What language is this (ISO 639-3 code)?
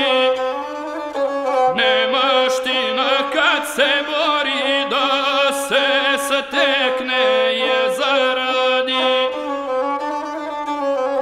hrv